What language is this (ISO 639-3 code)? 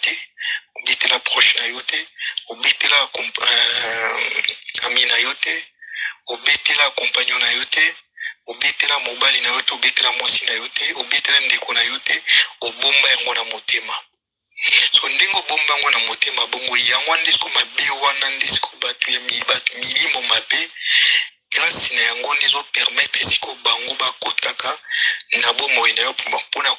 lin